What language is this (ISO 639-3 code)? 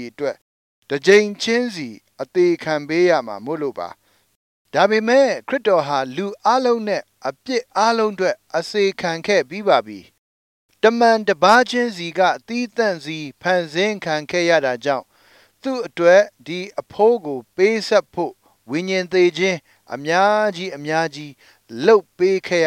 mya